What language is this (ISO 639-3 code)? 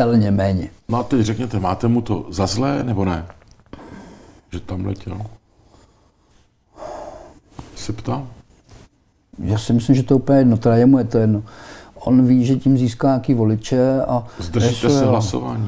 ces